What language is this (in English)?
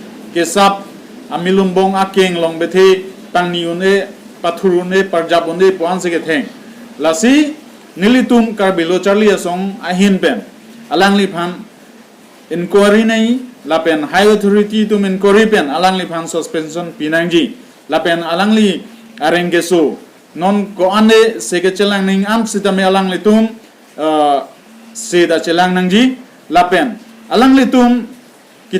Karbi